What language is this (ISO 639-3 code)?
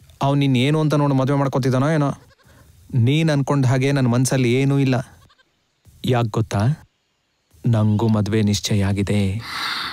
kan